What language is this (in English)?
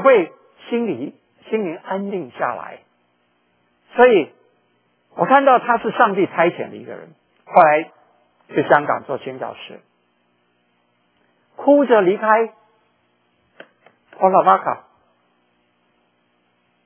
Chinese